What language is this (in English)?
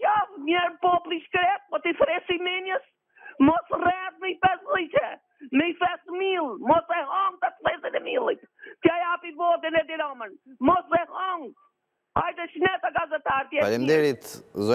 Albanian